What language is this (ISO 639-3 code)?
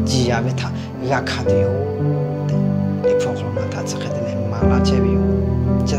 lhu